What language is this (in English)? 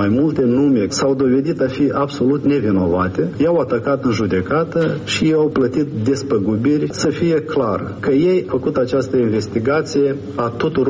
Romanian